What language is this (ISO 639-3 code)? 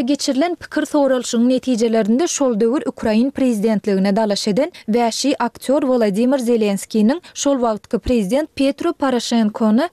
tuk